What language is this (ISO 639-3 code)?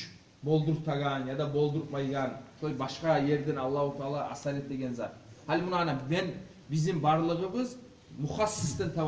kum